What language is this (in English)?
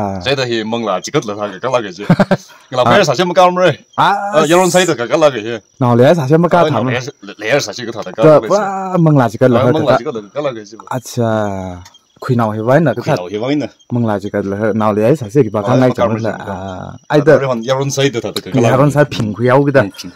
Tangkhul Naga (India)